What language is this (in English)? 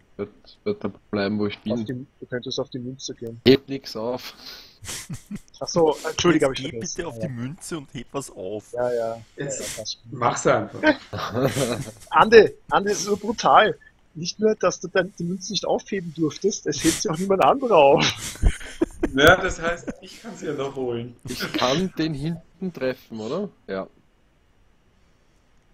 German